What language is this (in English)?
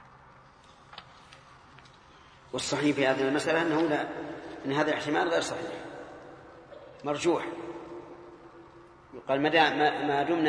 Arabic